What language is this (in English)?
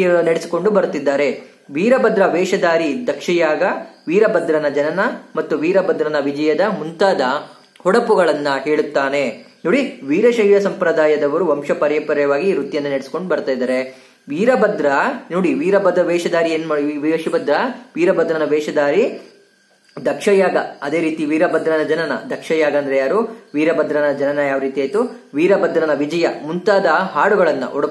Kannada